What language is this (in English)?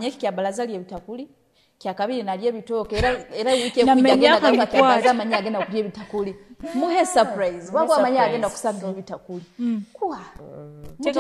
Nyoro